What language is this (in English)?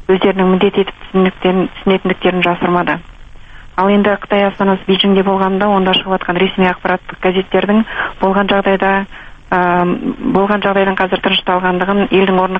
Kazakh